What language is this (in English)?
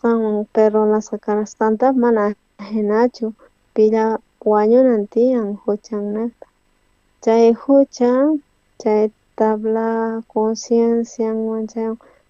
South Bolivian Quechua